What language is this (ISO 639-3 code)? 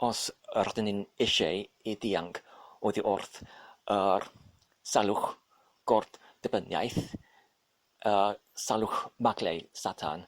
cym